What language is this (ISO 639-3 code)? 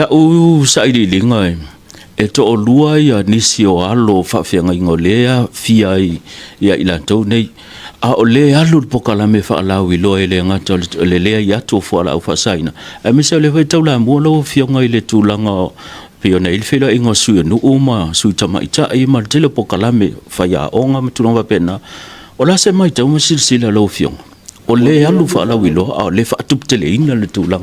smo